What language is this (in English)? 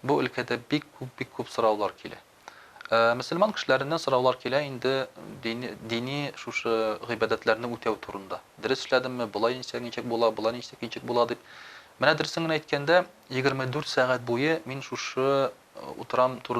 Tatar